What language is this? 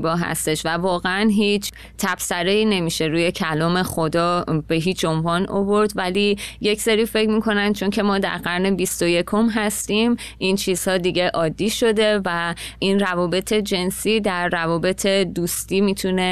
Persian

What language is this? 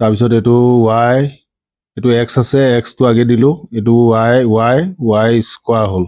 Assamese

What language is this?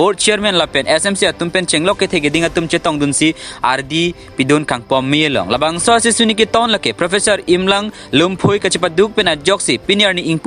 Karbi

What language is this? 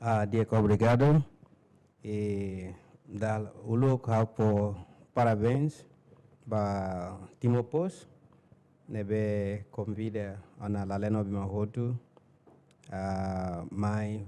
Tetum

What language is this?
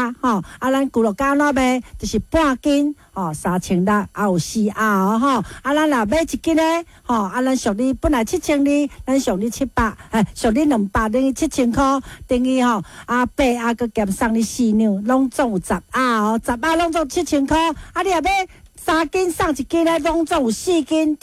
Min Nan Chinese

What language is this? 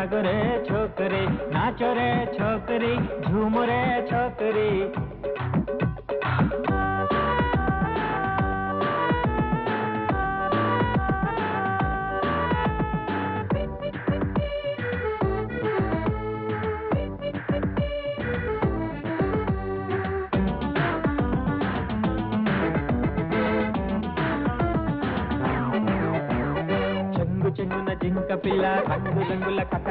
Telugu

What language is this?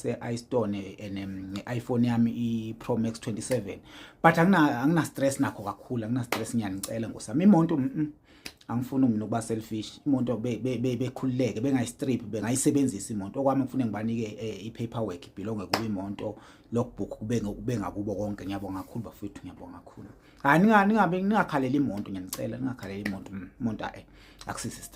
Zulu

